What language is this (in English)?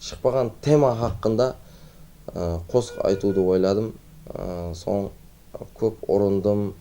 Kara-Kalpak